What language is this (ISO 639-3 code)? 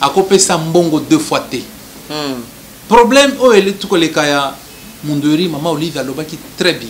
lin